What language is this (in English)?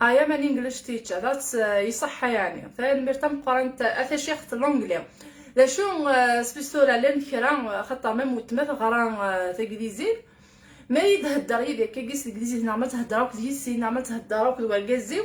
Kabyle